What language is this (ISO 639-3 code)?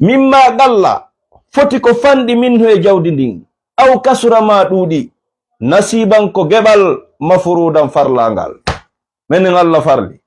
ful